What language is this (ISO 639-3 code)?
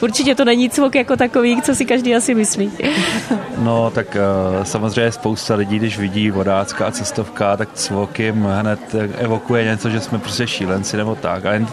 ces